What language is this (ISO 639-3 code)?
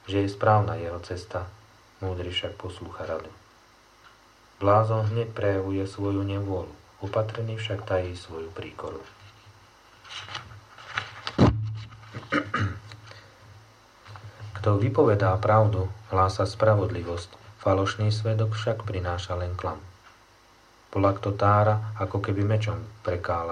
slk